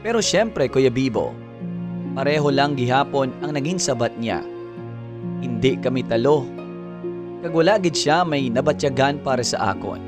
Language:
Hiligaynon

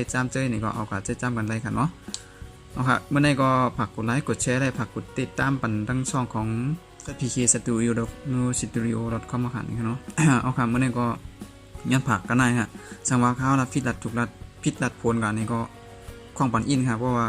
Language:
Shan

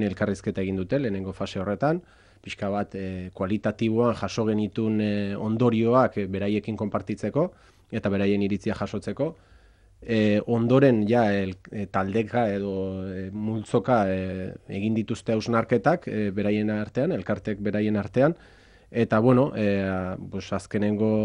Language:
Basque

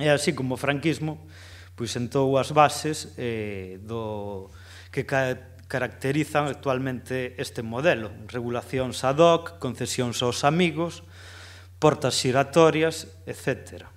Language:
Galician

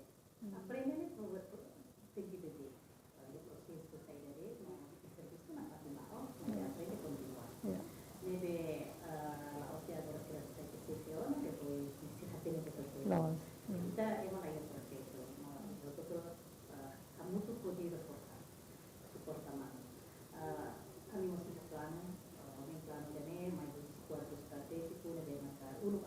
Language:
Tetum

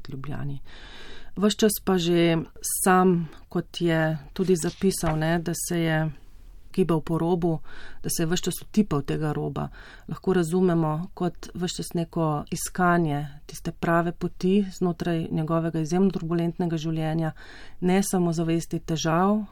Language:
Slovenian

